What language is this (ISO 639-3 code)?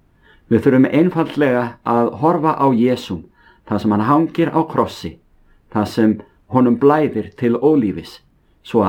isl